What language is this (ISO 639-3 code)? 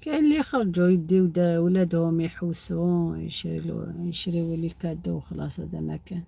arq